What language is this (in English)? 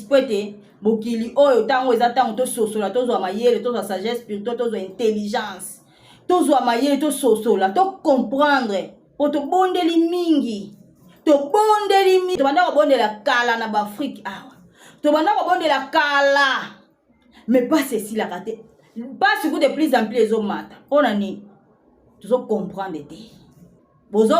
Lingala